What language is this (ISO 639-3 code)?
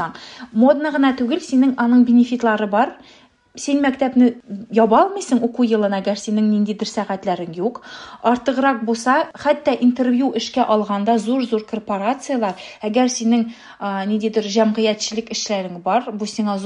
tat